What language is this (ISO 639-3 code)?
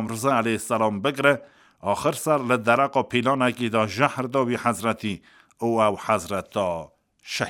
kur